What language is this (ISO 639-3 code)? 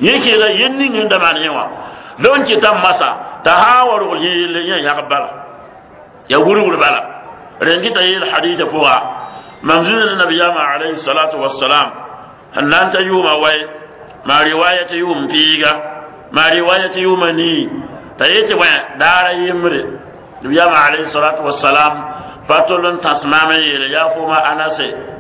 mos